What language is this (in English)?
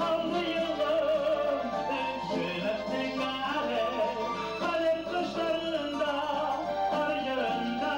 Bashkir